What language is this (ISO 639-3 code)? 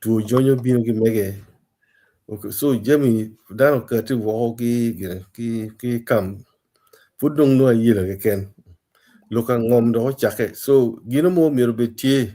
ach